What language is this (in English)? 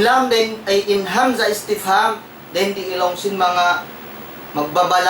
Tausug